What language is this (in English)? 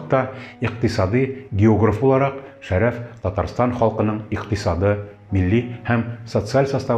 Tatar